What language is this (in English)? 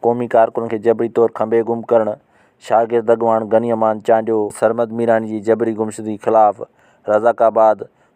Sindhi